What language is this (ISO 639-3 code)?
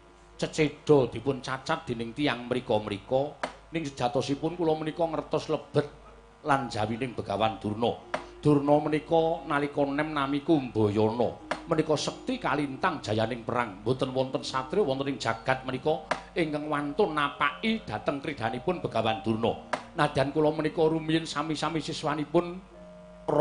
jav